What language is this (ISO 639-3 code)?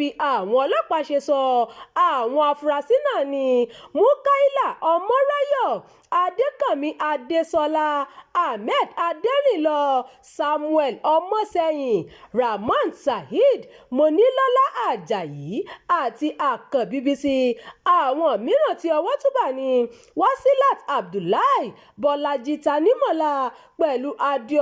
yor